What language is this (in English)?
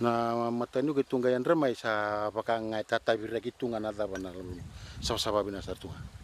Fijian